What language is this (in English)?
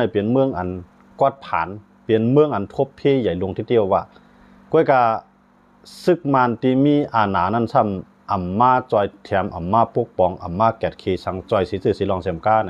Shan